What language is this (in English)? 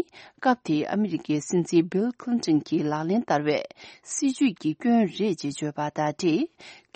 Tibetan